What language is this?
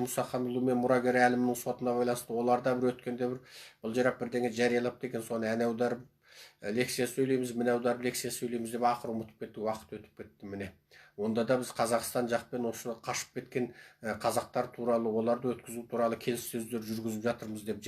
Kazakh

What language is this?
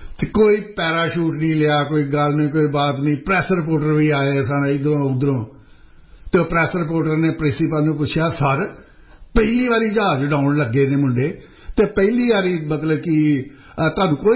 Punjabi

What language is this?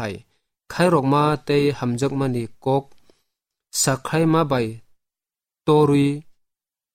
Kok Borok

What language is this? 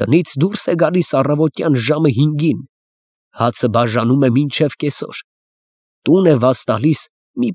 Armenian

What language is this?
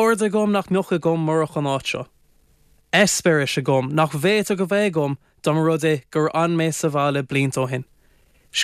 Irish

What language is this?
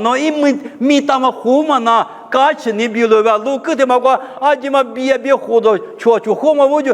Lisu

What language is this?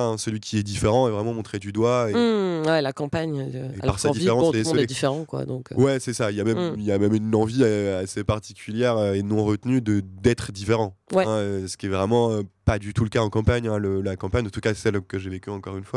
French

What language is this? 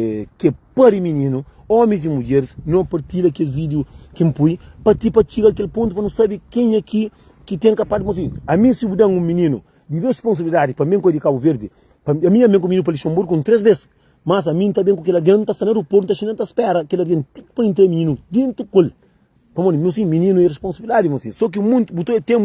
Kabuverdianu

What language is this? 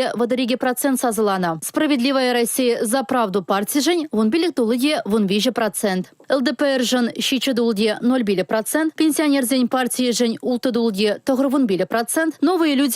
Chuvash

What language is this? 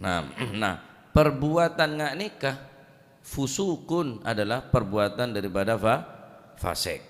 Madurese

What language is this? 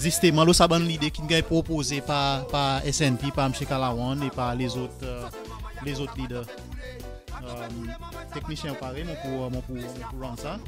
Seselwa Creole French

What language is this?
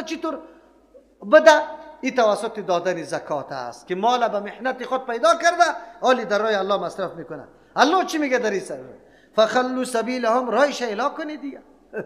Persian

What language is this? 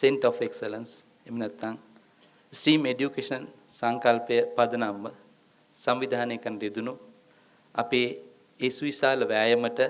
Sinhala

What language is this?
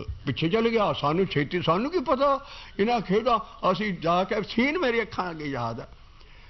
Punjabi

